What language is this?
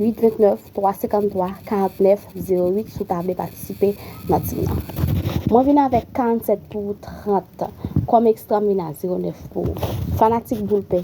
Haitian Creole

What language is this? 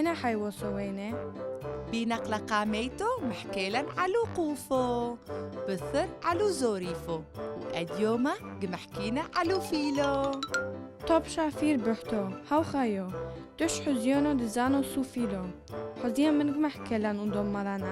Turoyo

